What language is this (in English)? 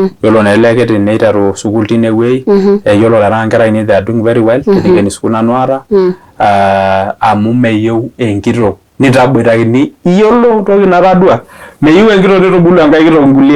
Masai